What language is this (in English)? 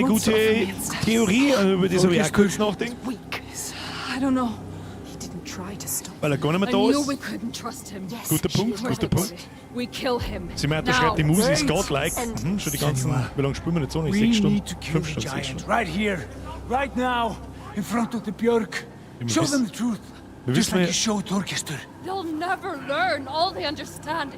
Bavarian